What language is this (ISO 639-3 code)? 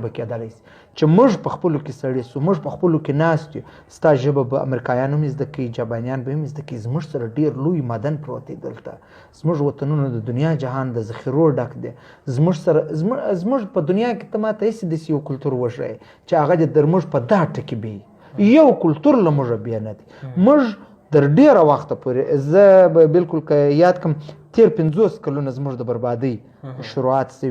pus